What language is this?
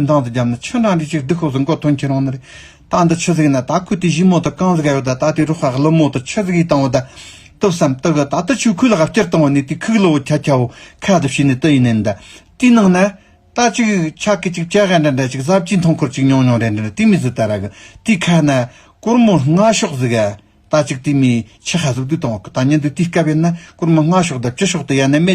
Tibetan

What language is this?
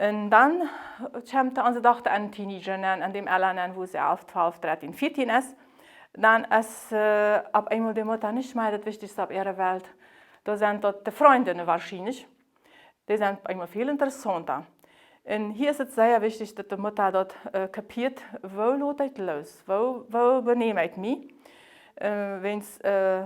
Plautdietsch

